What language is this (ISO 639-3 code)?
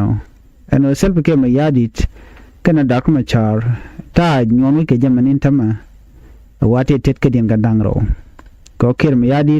nus